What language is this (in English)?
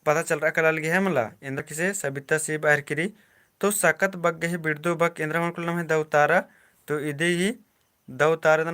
Kurukh